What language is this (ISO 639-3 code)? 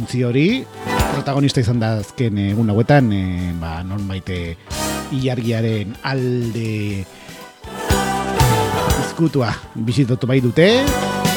eus